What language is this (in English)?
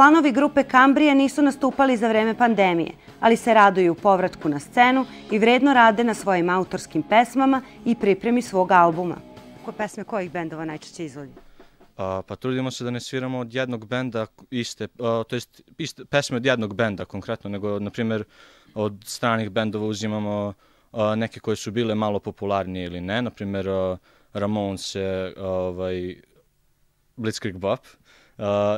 Serbian